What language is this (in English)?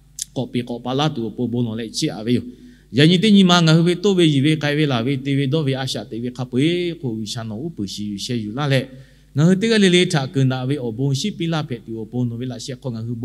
Lahu